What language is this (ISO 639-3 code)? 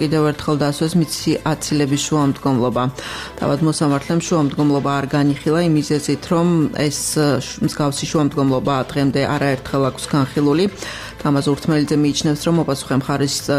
kat